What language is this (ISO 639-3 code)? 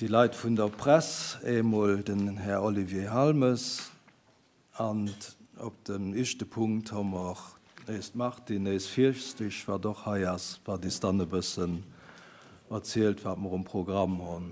ltz